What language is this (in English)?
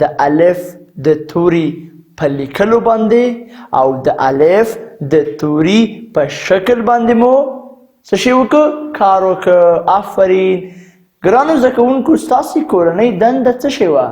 Pashto